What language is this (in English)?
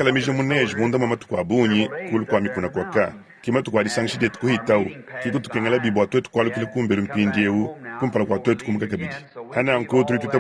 Luba-Lulua